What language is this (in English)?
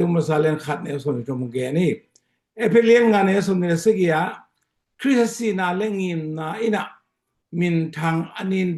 Tedim Chin